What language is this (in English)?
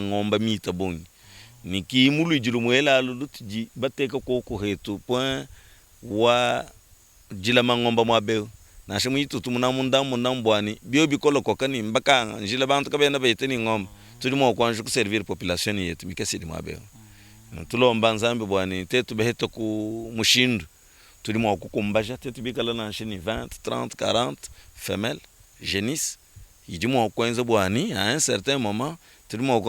Luba-Lulua